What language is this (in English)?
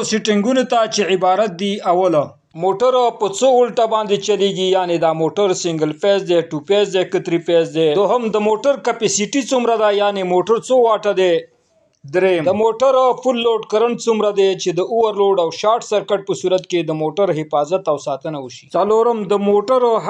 Pashto